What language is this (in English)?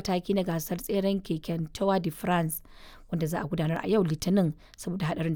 Hausa